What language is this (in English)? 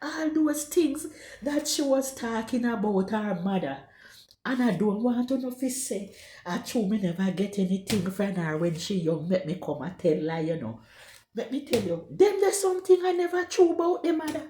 Jamaican Creole English